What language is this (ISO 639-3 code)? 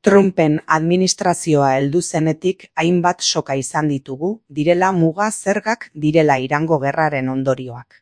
eus